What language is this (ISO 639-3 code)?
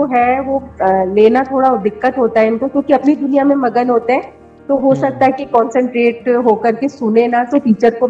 hin